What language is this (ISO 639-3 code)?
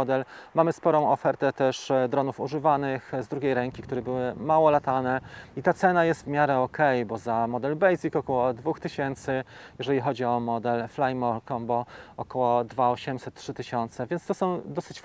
pol